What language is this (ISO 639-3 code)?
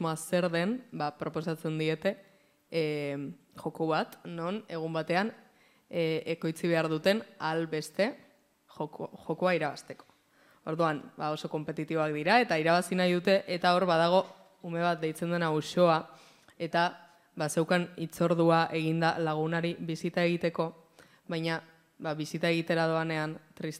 eus